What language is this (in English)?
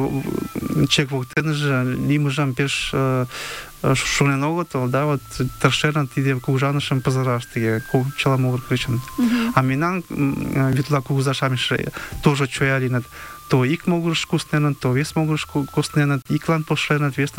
Mari